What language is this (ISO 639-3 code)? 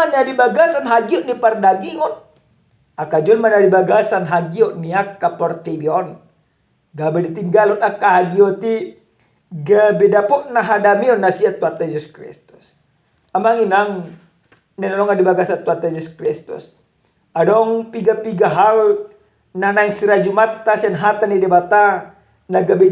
bbc